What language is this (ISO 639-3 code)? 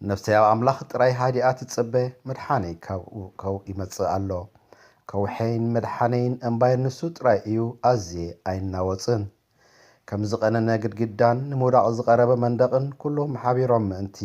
tir